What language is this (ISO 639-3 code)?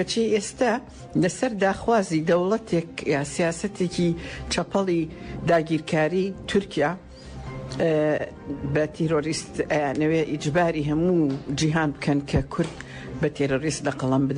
ckb